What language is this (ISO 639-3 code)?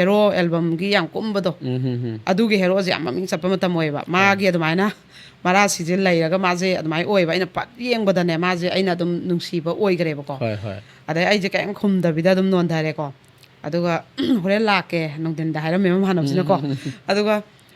mni